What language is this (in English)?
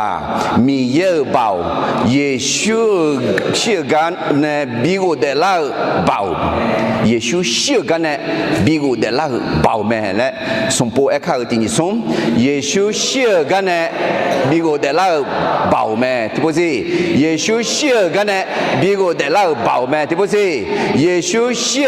Akha